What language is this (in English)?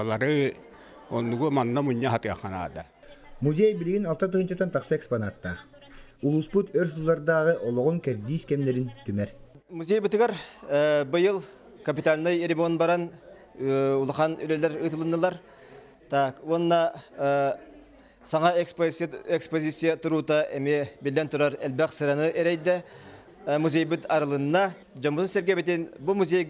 Yakut